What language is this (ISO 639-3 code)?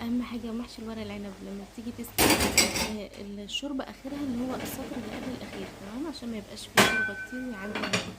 arz